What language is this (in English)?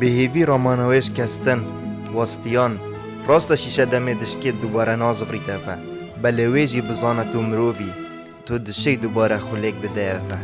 Kurdish